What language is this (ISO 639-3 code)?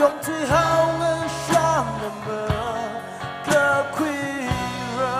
nmf